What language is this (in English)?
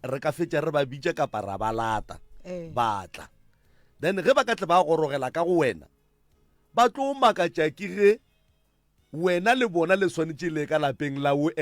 Northern Sotho